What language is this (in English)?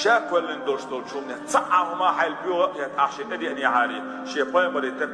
Chechen